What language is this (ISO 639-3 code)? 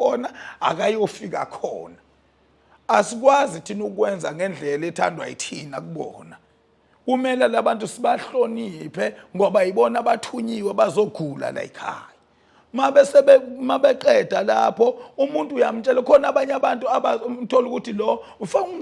zul